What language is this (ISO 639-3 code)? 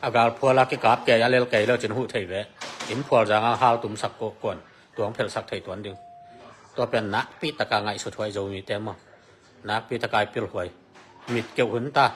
ctd